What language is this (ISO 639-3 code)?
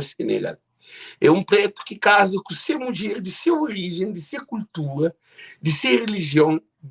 kea